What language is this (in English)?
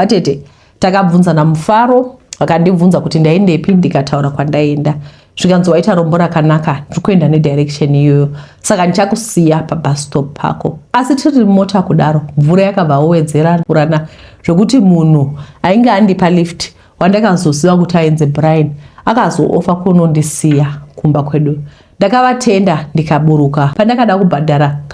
Shona